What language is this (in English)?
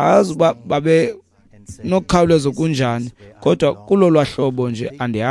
Xhosa